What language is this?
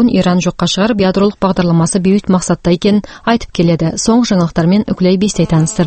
Kyrgyz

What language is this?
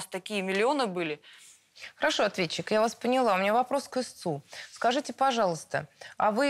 Russian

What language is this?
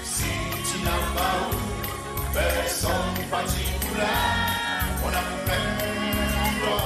Seselwa Creole French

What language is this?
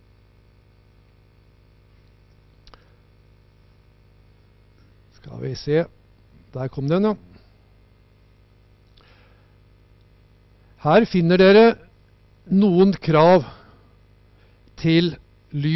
Norwegian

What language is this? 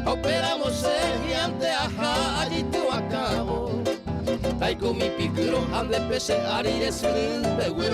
Guarani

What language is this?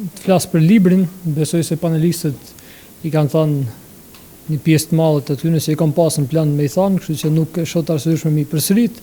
Albanian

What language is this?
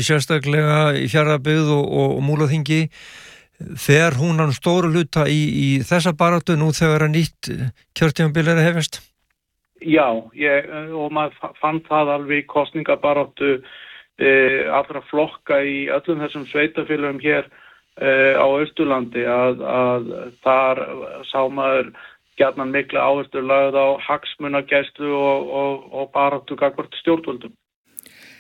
Icelandic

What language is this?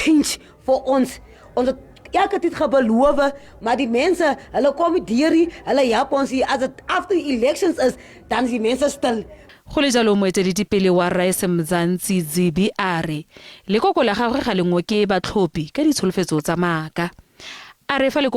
Tswana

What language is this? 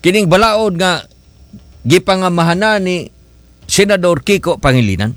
Cebuano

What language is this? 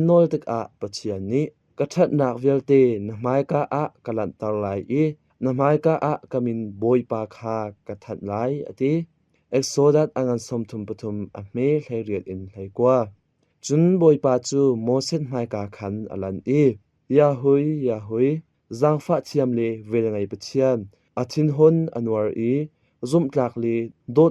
Hakha Chin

